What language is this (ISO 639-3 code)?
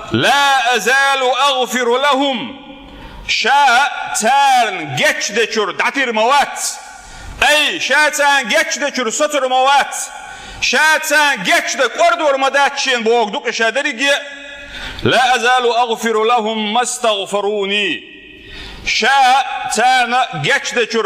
che